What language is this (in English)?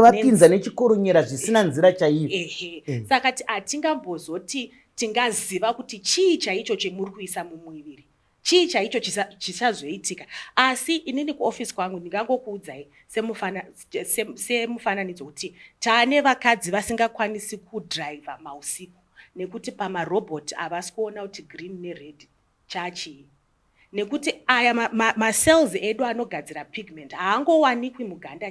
Shona